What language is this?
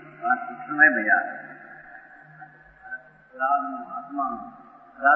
Gujarati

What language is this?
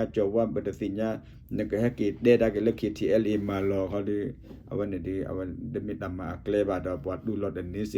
S'gaw Karen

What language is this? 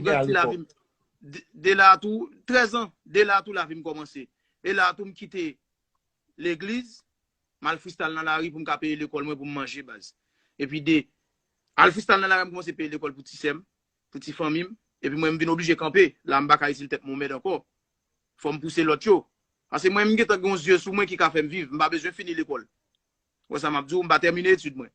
Haitian Creole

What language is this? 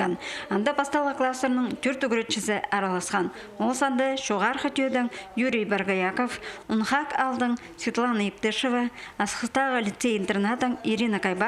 Khakas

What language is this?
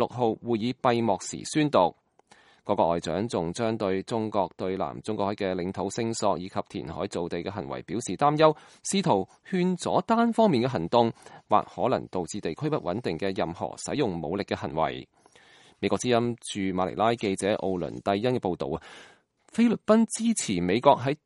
Cantonese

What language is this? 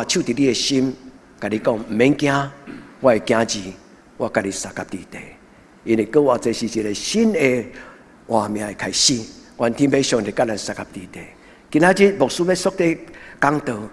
Min Nan Chinese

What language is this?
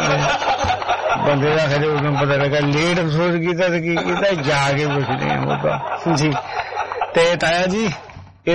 Punjabi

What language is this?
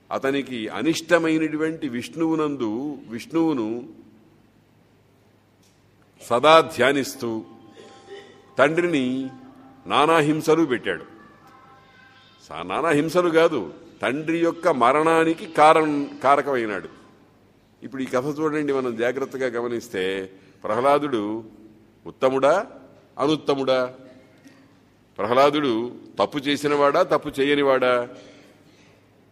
Telugu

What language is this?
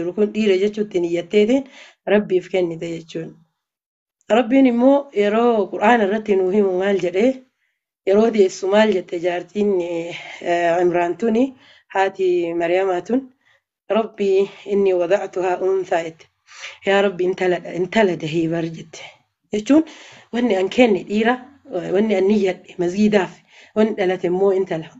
Oromo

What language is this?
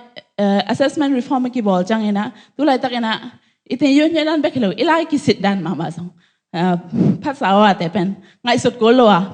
Tedim Chin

